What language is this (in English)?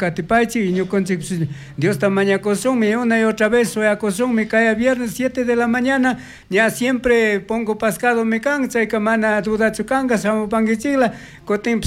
Chimborazo Highland Quichua